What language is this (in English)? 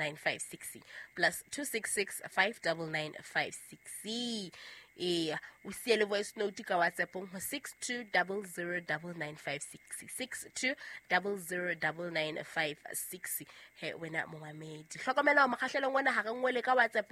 Southern Sotho